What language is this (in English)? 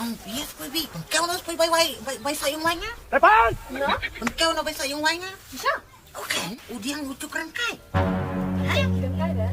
Khasi